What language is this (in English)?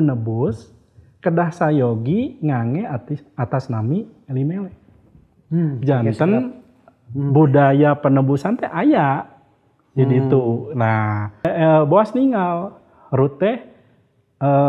Sundanese